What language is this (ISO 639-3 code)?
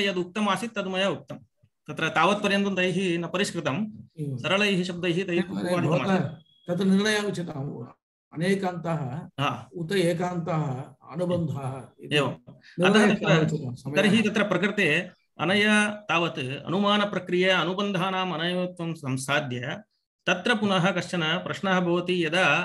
san